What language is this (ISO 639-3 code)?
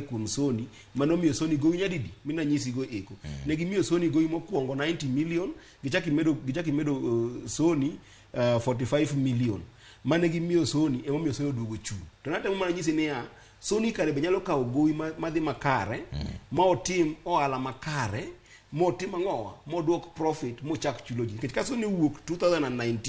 luo